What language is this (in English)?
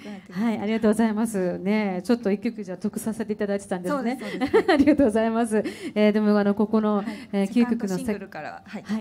Japanese